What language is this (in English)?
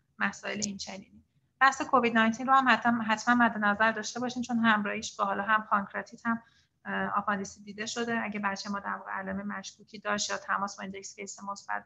Persian